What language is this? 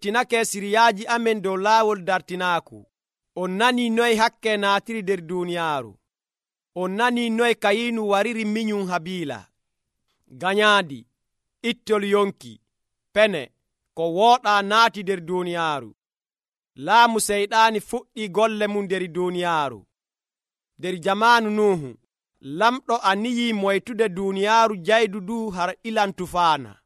Nigerian Fulfulde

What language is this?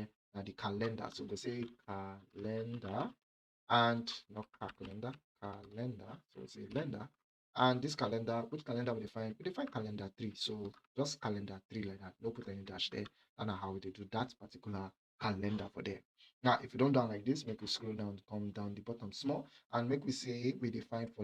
Nigerian Pidgin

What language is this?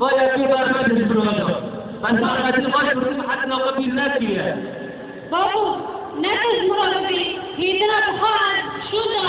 Kurdish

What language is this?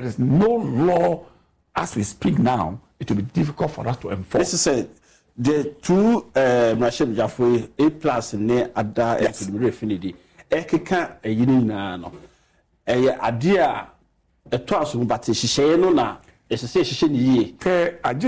Akan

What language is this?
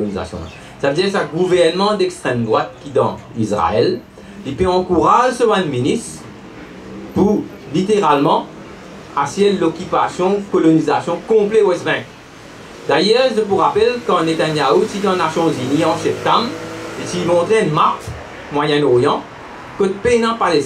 Morisyen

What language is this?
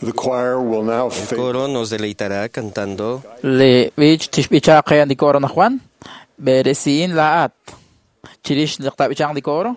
Kekchí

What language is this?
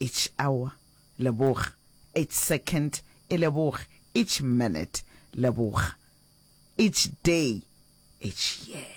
Northern Sotho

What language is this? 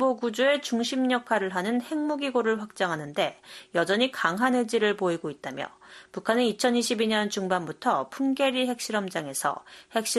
Korean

